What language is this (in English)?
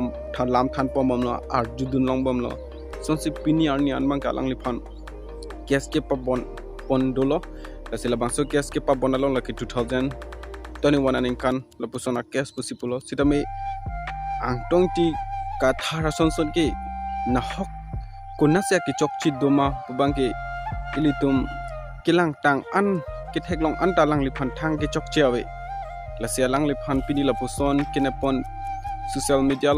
Karbi